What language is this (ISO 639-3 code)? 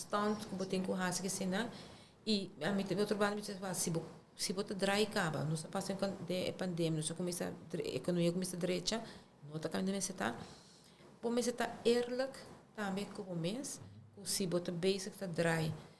pap